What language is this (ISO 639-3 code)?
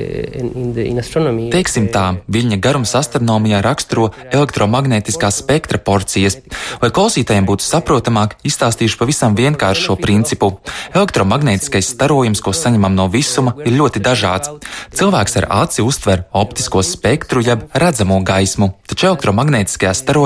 lav